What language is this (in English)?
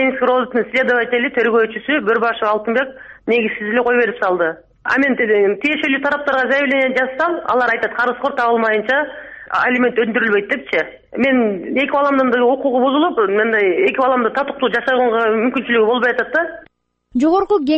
Kyrgyz